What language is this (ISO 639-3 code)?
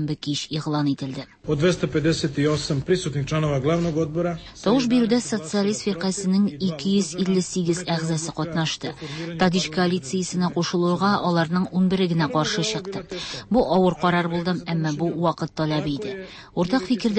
tat